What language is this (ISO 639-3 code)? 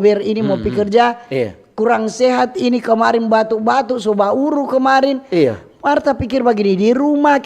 xmm